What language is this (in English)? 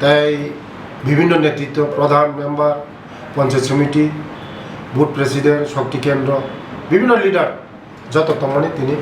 Kok Borok